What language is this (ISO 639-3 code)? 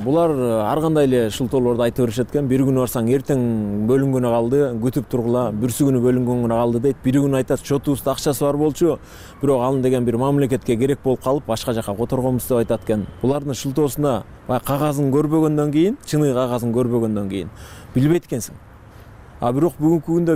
kir